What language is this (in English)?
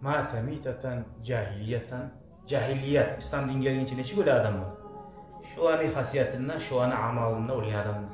Kumyk